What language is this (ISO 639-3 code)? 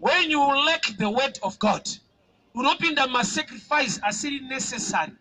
sna